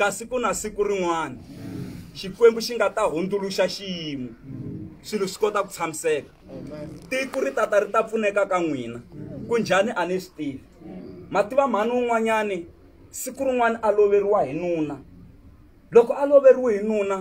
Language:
Tsonga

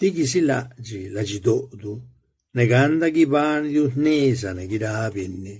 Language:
Zapotec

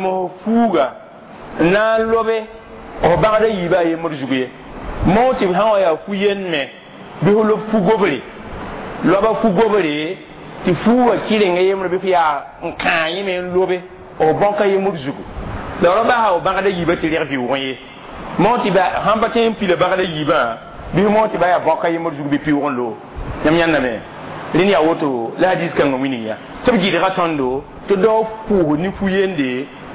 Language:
Mossi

